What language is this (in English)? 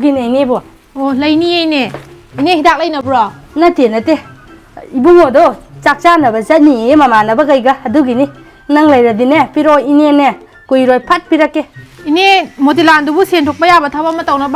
Manipuri